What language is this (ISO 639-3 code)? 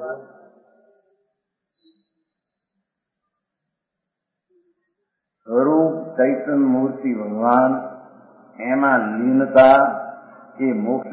guj